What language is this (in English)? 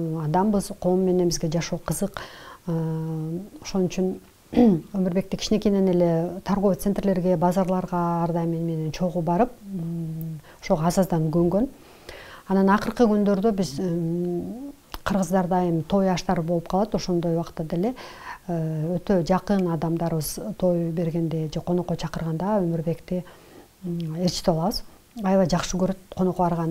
Kyrgyz